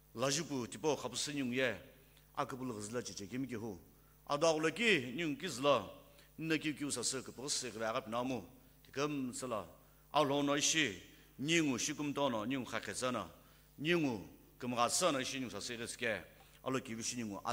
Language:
Sumi Naga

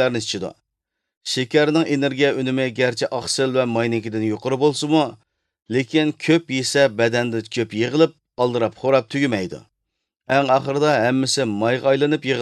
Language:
Uyghur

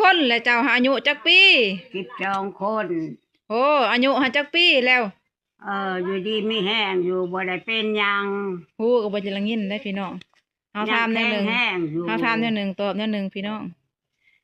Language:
Lao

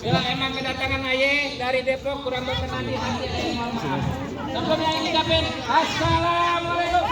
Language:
Betawi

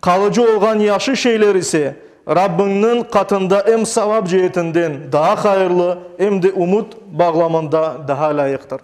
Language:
Crimean Tatar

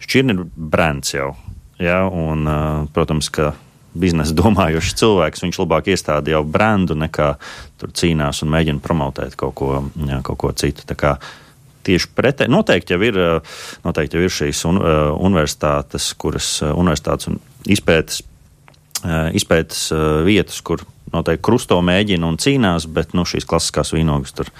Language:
Latvian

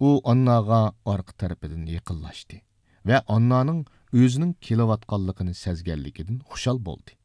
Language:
Uyghur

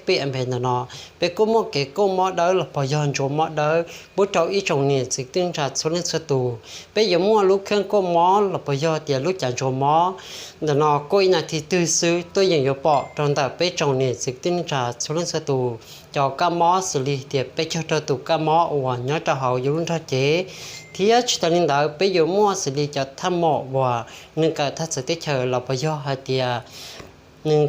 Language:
Hmong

